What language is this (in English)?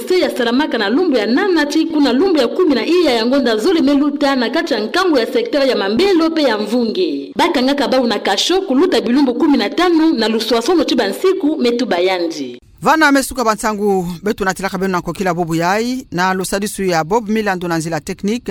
Kituba (Democratic Republic of Congo)